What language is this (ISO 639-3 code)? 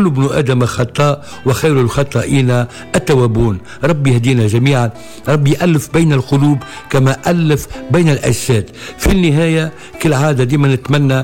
aeb